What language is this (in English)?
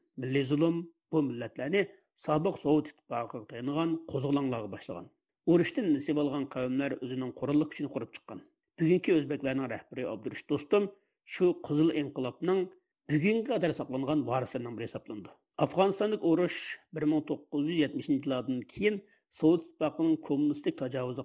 Uyghur